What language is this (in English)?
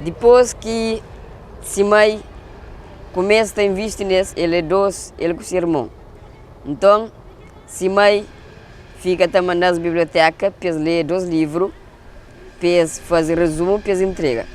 Kabuverdianu